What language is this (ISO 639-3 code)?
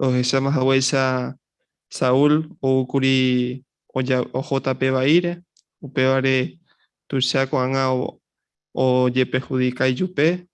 grn